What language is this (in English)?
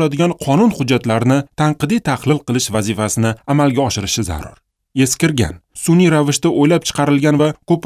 Uzbek